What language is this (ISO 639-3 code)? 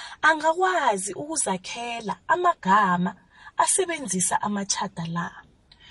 nbl